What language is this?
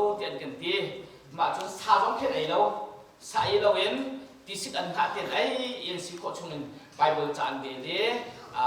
Hakha Chin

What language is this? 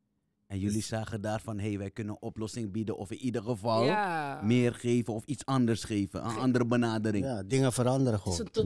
Dutch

